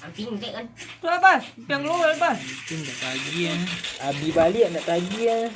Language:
Minangkabau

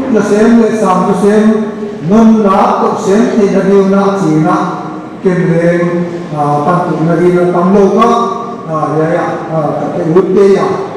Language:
Paite Chin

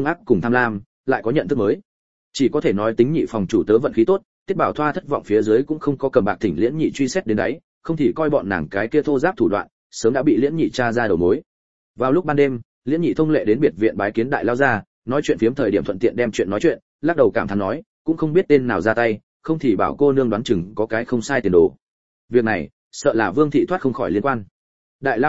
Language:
Vietnamese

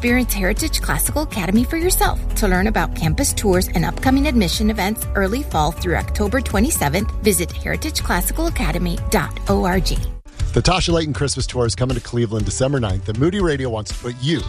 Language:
English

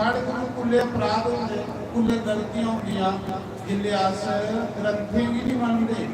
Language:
Dogri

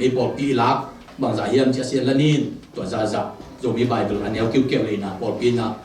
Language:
Tedim Chin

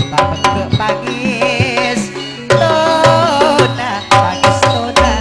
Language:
Madurese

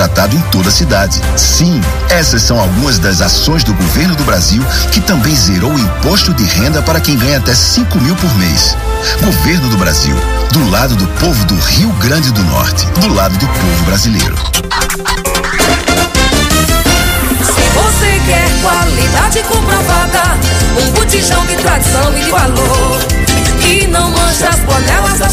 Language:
Portuguese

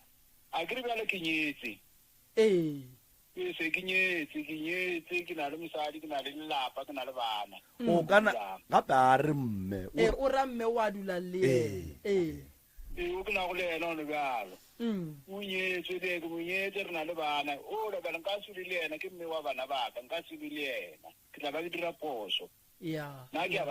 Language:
Northern Sotho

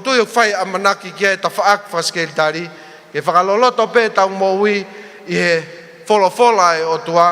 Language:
Tongan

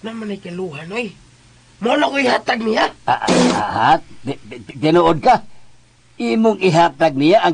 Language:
Cebuano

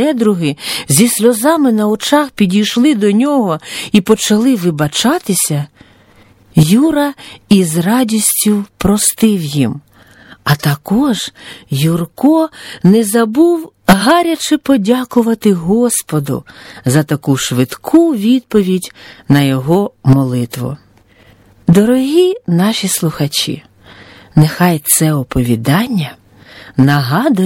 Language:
Ukrainian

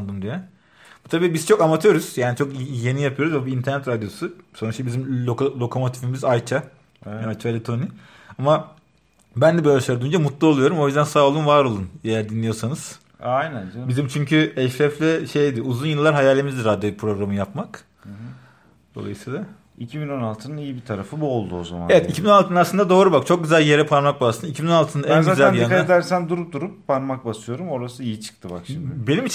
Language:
Turkish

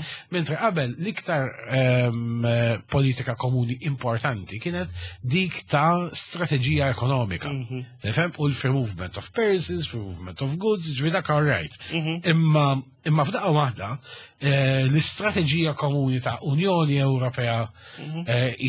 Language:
Maltese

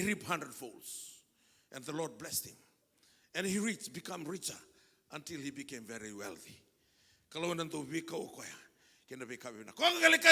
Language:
Fijian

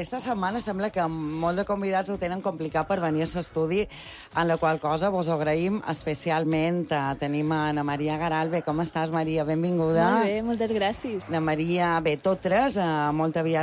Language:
Catalan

